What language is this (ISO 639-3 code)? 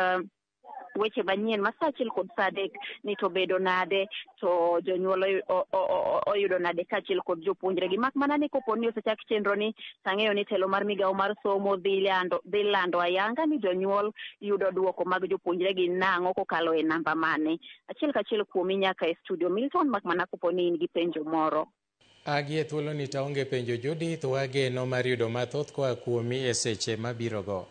luo